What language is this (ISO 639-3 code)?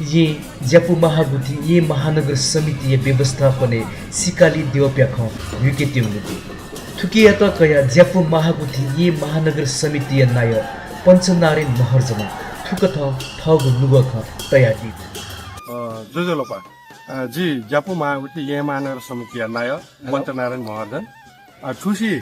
new